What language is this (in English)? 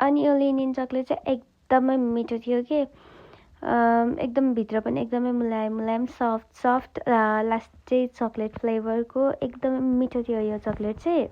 Nepali